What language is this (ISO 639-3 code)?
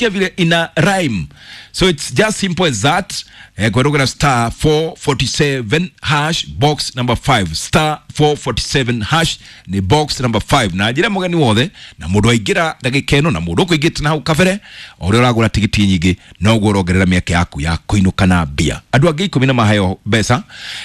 kik